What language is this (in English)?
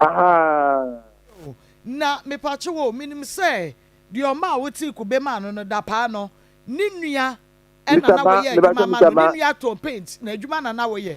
Akan